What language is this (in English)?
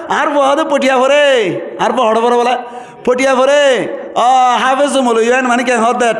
Rohingya